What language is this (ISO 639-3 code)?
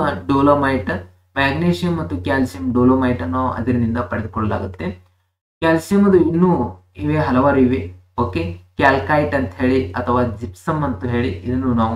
kan